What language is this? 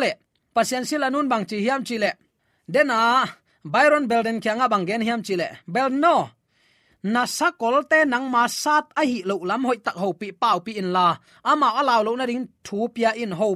Tedim Chin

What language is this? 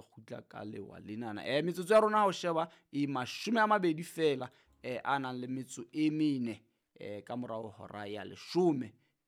Southern Sotho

